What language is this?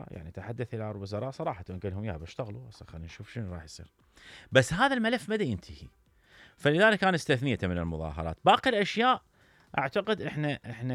Mesopotamian Arabic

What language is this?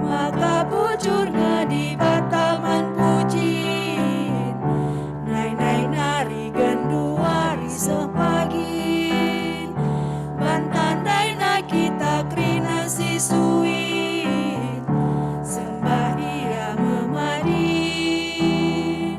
Batak Karo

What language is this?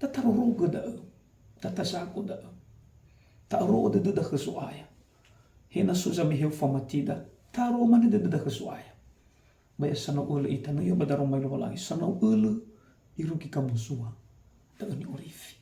Nias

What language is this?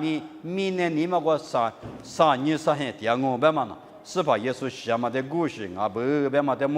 Lisu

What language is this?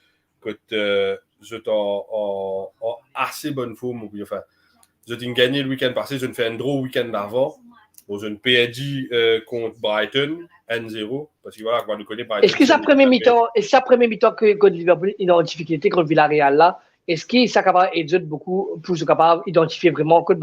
Morisyen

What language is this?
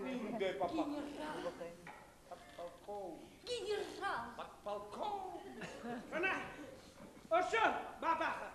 Bashkir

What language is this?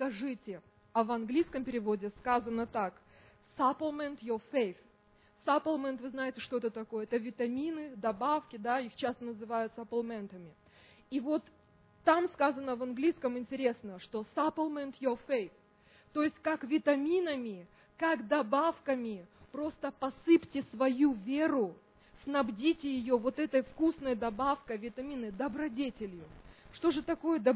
Russian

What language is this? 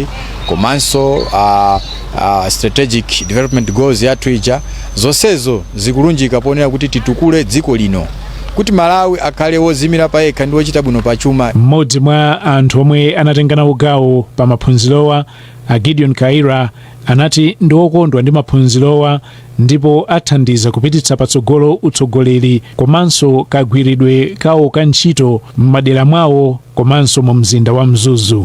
Nyanja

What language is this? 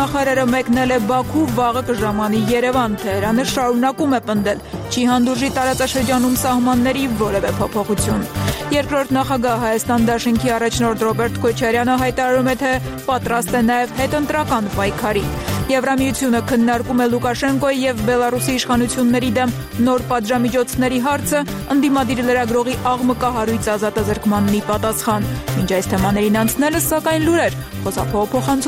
Armenian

